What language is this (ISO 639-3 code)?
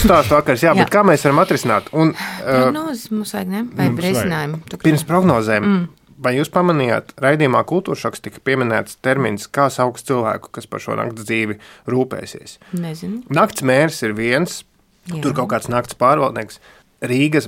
lav